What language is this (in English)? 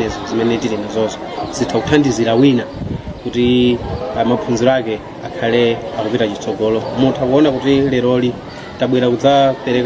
Nyanja